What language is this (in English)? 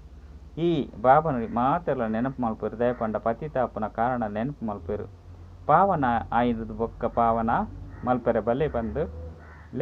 Tulu